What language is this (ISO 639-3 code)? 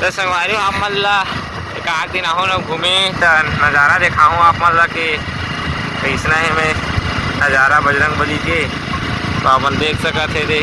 hne